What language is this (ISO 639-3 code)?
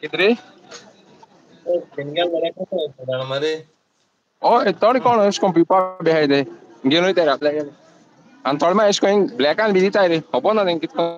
kok